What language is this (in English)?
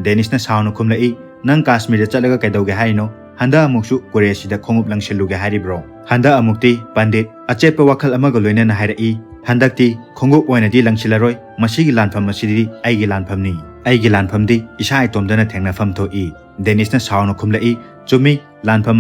Manipuri